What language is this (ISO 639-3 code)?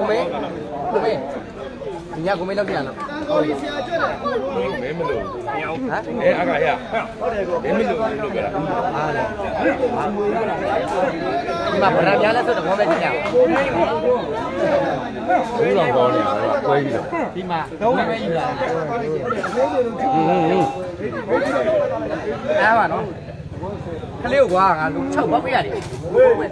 mya